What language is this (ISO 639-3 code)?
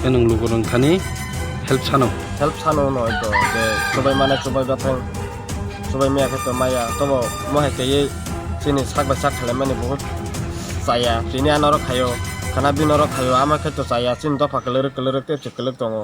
trp